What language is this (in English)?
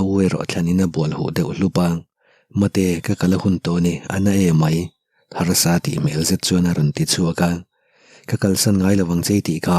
Mizo